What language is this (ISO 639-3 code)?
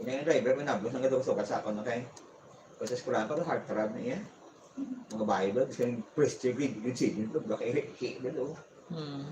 hil